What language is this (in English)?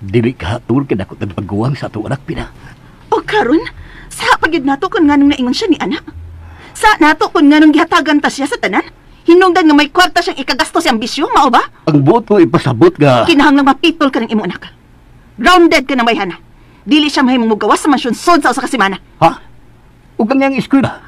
Cebuano